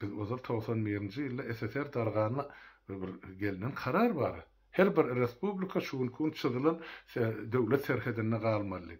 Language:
Turkmen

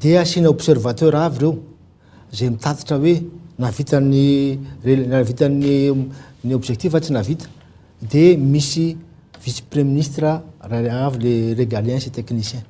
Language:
Malagasy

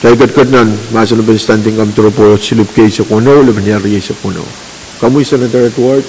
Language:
Pohnpeian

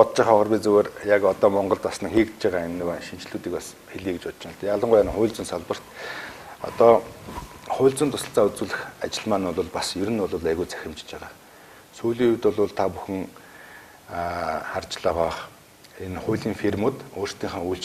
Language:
Mongolian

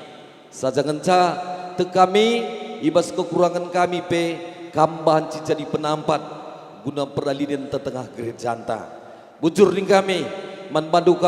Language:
Batak Karo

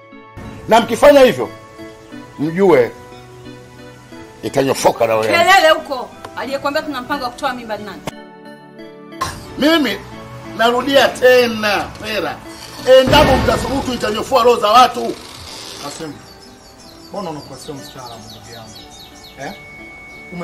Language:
Swahili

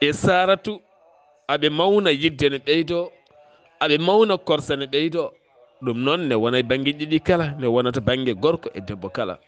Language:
Fula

